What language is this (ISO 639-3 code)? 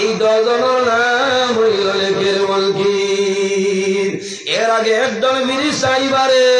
syl